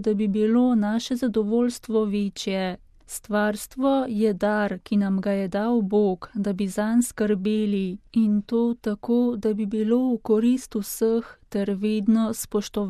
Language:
Slovenian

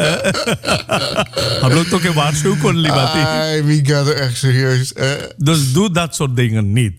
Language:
Dutch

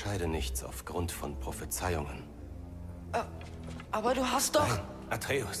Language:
Bavarian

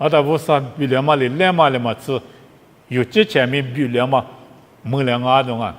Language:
Lisu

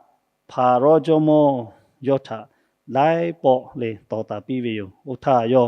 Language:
Lahu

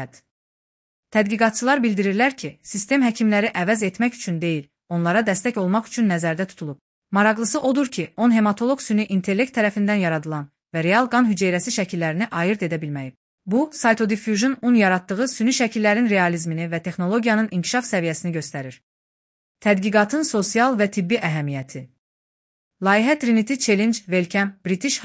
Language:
Azerbaijani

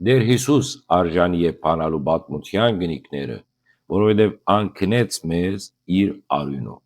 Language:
Western Armenian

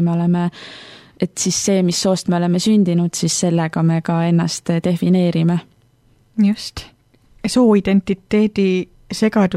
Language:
Estonian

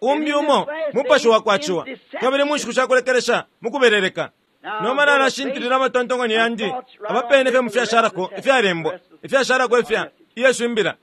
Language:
Bemba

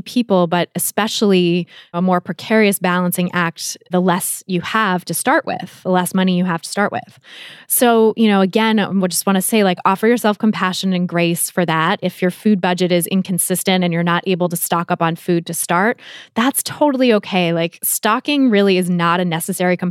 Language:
English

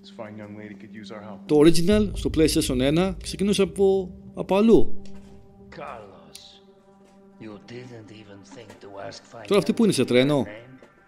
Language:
Greek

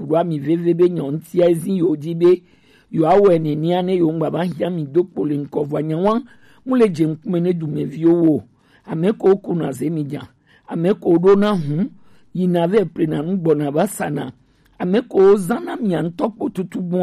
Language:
Gen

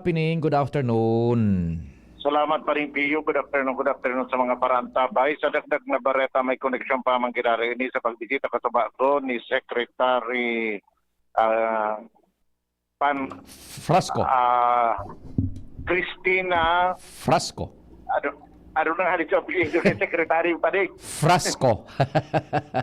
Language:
Bikol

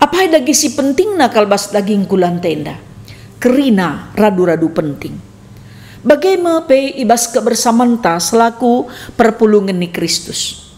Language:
Batak Karo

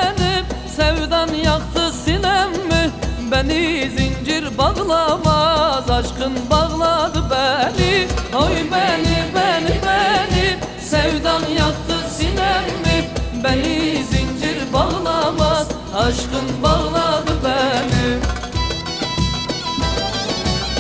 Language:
Turkish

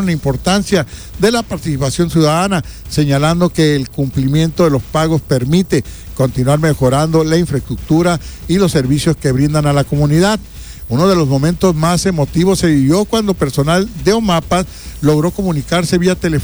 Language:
Spanish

